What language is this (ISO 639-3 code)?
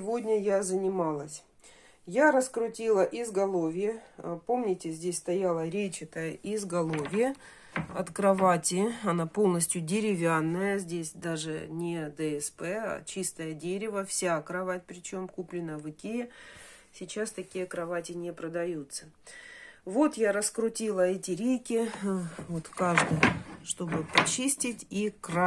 rus